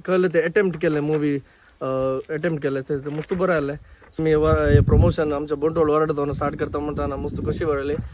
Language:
Konkani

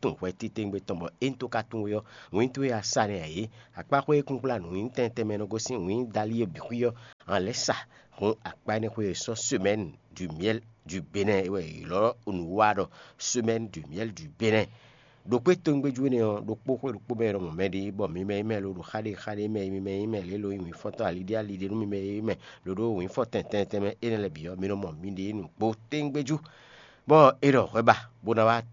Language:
Fon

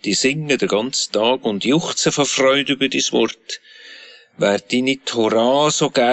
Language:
Swiss German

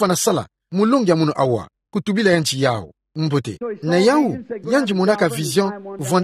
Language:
Kituba (Democratic Republic of Congo)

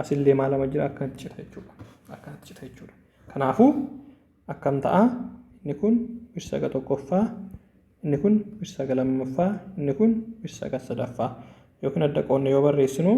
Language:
Oromo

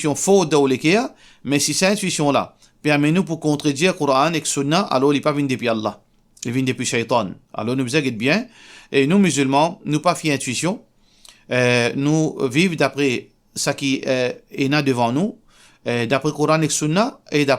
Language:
Morisyen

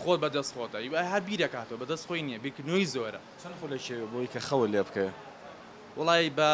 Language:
Central Kurdish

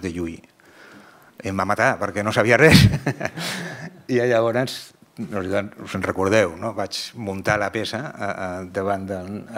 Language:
Catalan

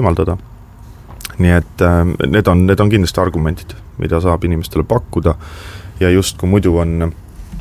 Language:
Estonian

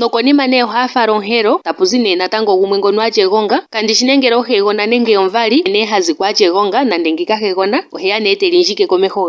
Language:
Ndonga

